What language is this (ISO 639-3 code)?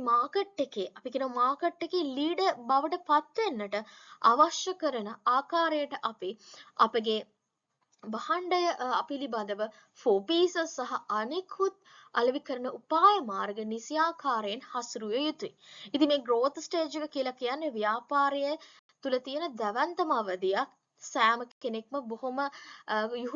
sin